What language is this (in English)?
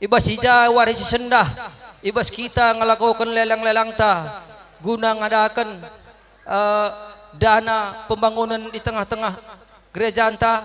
Batak Karo